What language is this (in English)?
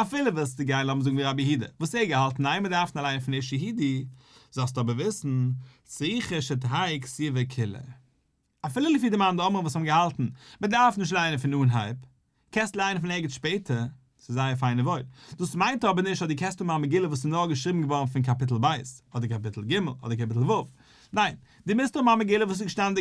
Yiddish